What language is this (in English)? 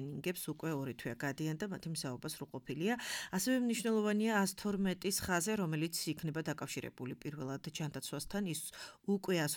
Georgian